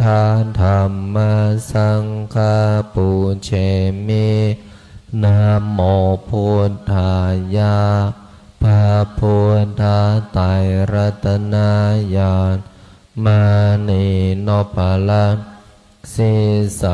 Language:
Pali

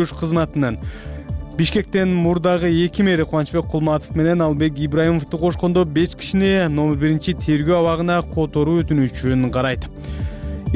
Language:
Kyrgyz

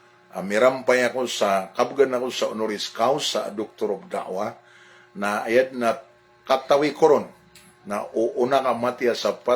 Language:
Maranao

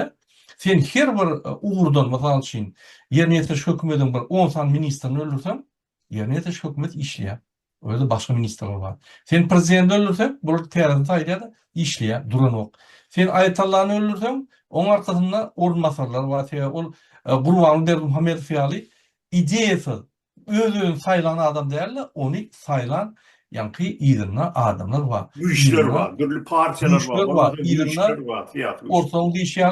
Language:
Turkmen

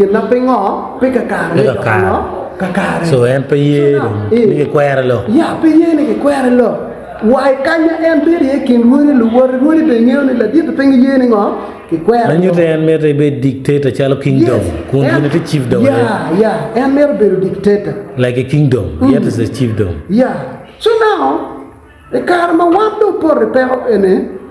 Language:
Acoli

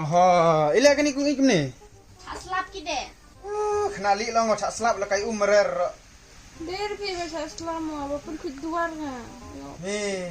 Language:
Khasi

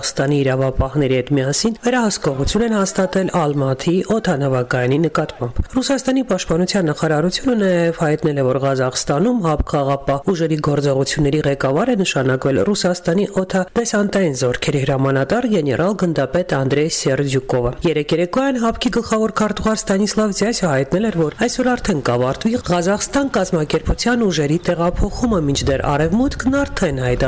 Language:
Armenian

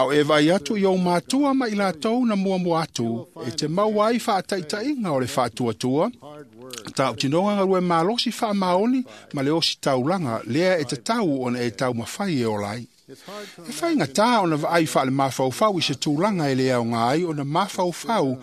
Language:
Samoan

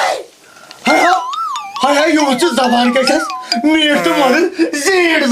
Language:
Kashmiri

